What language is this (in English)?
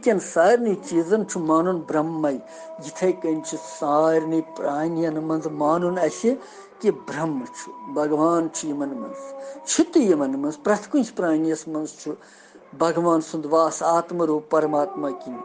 Kashmiri